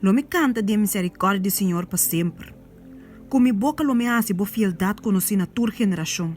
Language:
Papiamento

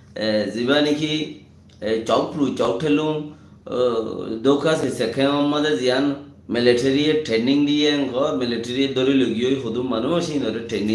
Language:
Rohingya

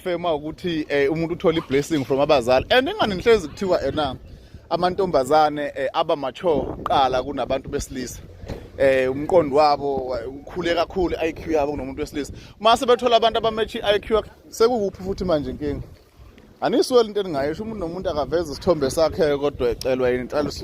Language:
Zulu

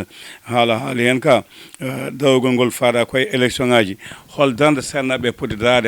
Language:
Fula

